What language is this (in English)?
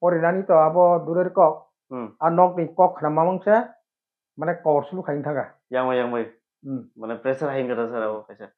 Kok Borok